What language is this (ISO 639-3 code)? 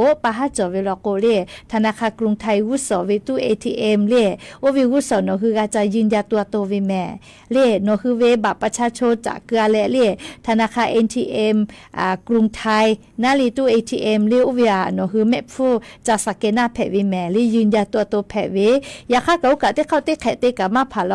lhu